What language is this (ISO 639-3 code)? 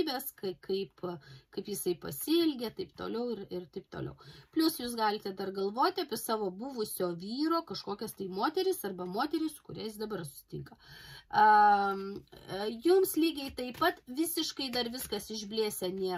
lit